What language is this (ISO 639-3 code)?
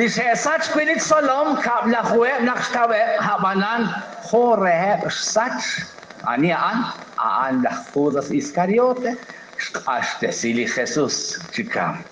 kek